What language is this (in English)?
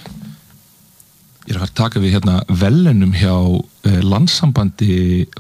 Icelandic